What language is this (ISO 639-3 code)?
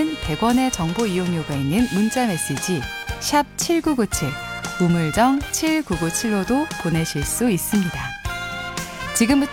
kor